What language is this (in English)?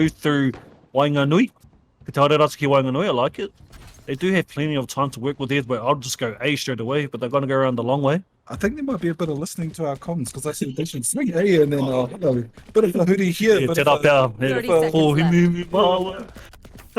Māori